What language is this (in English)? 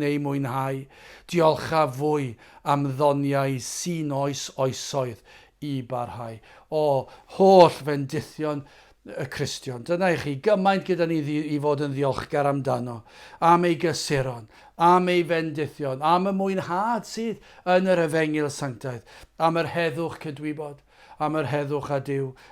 Welsh